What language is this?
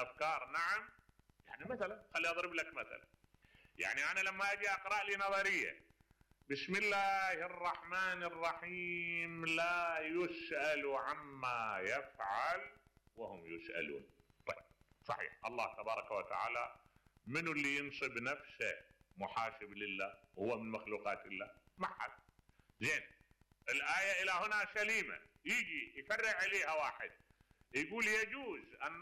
Mesopotamian Arabic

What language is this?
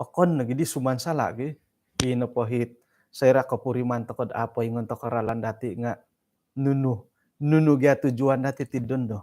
Central Dusun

